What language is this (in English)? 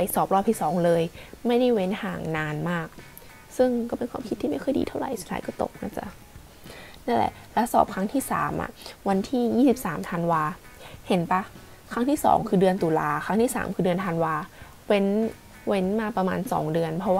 Thai